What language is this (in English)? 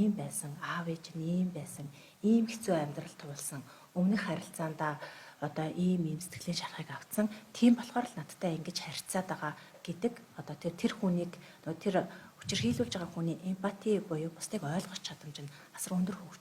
Mongolian